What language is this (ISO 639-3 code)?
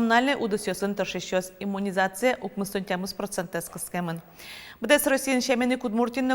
udm